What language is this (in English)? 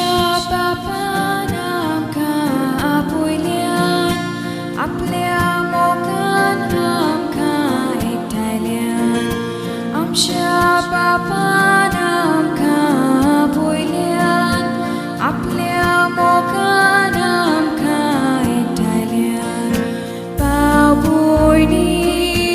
Konkani